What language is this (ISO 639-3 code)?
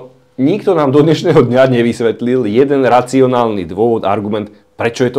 slk